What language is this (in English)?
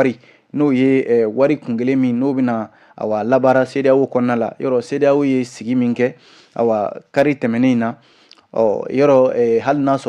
Bambara